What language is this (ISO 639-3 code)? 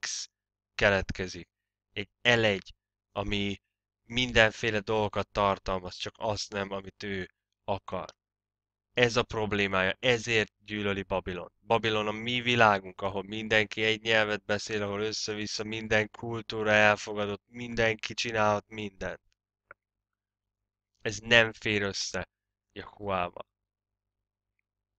hun